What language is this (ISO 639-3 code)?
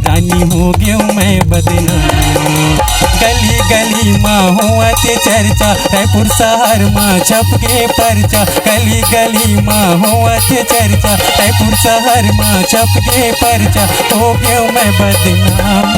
hne